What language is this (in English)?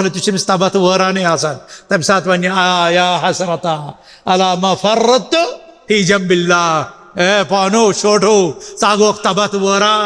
Kashmiri